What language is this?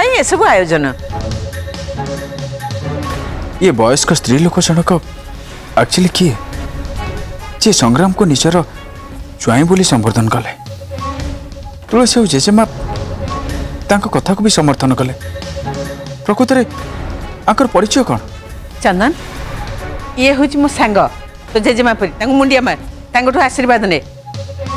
Odia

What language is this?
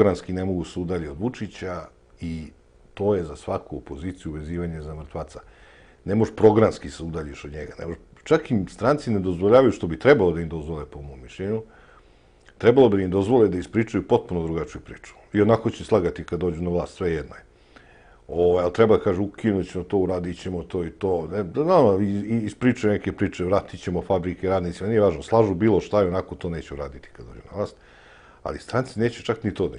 Serbian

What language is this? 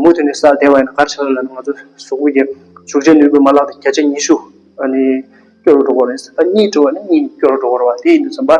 Tibetan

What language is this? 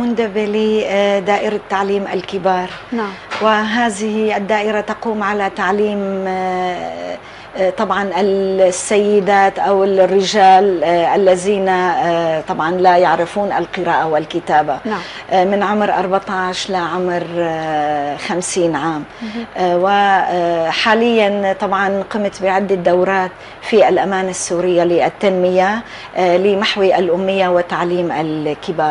North Levantine Arabic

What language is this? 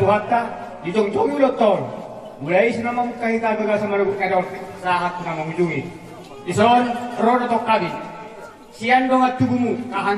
Batak Toba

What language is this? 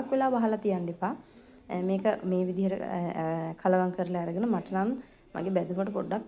Sinhala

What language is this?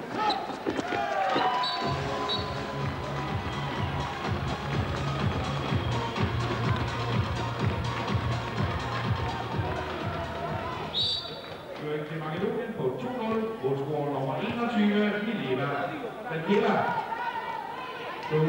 Danish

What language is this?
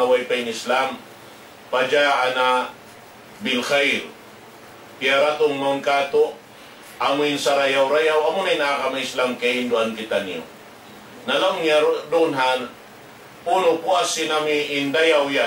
Tausug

